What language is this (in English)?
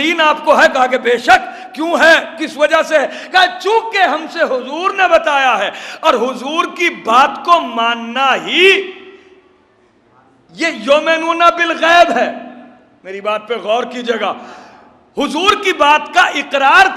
Urdu